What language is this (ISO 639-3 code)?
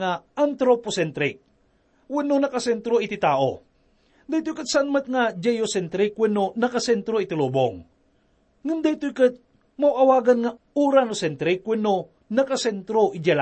ilo